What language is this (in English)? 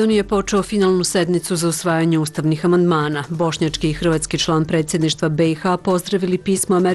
Serbian